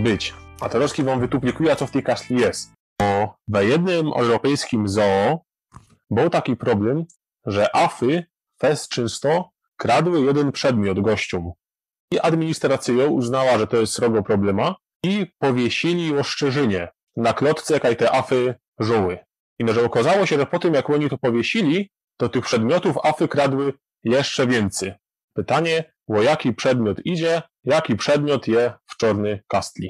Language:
Silesian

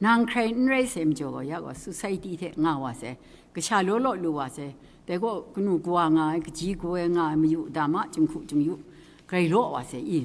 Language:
Kachin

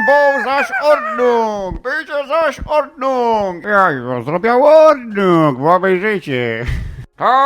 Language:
Silesian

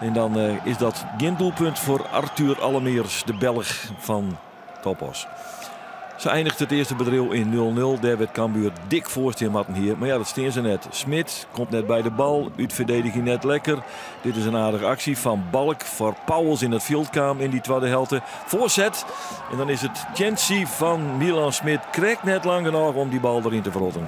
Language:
Western Frisian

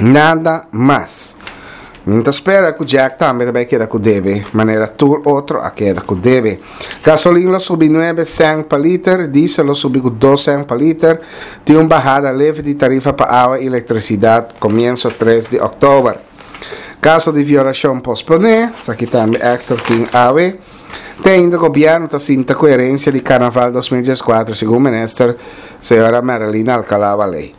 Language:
Papiamento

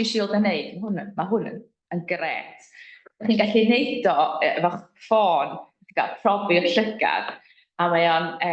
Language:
Welsh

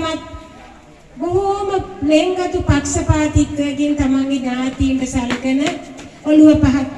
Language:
Sinhala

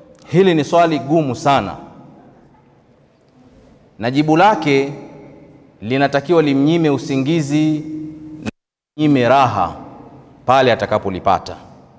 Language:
Swahili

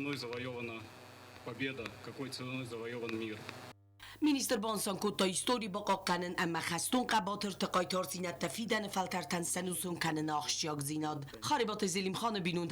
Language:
Ossetic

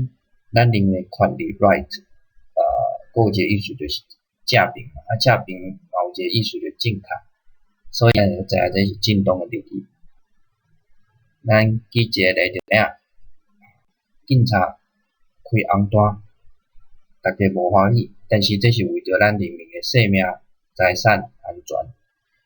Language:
Min Nan Chinese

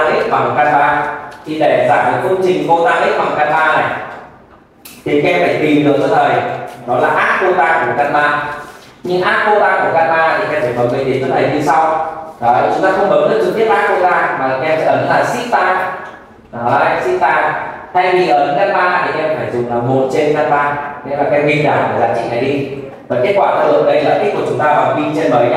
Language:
Vietnamese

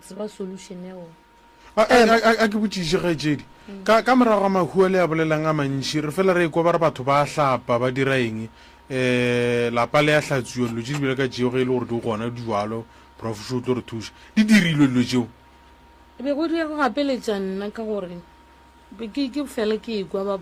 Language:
Northern Sotho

